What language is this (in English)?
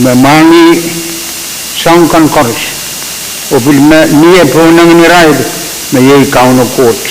Pohnpeian